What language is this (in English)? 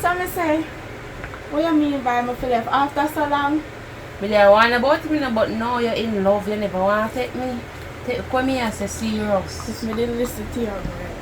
Jamaican Creole English